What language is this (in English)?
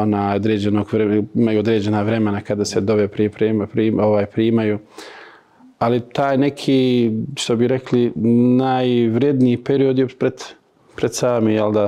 Bosnian